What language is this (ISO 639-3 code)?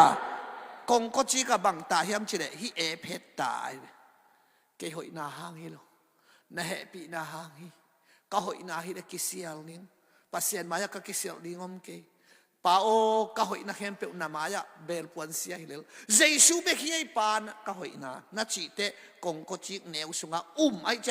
ctd